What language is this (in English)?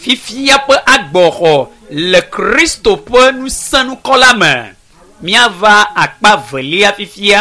Ewe